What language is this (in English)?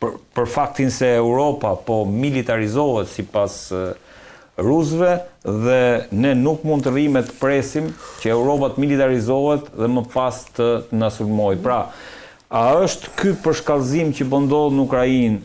Albanian